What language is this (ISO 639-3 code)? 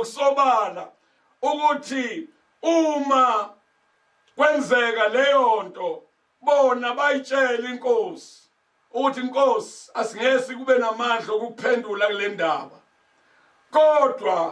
zul